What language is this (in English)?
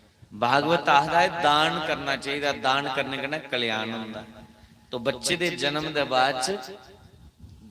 Dogri